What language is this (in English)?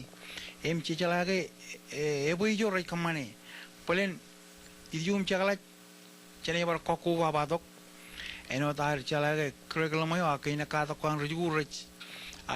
Marshallese